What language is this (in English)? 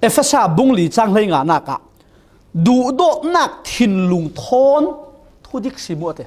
Falam Chin